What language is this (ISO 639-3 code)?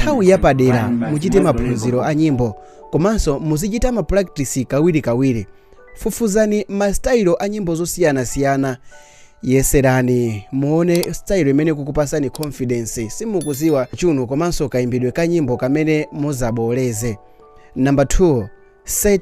nya